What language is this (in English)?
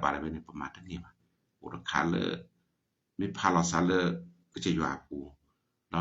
S'gaw Karen